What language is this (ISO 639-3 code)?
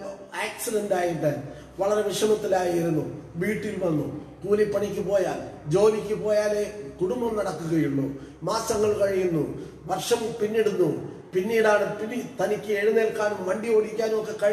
mal